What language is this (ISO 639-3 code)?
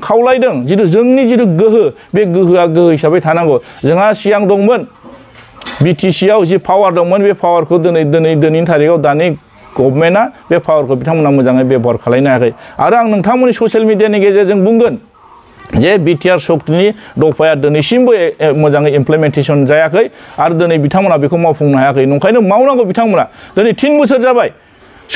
brx